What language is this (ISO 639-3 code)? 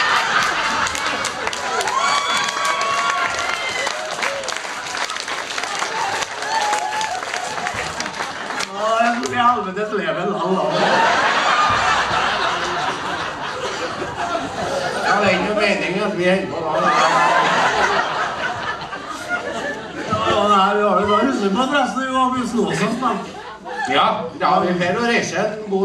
nor